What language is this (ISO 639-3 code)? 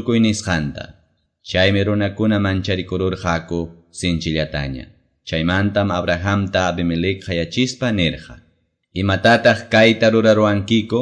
que